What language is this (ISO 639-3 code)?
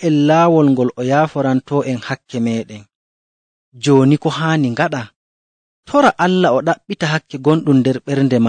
fuv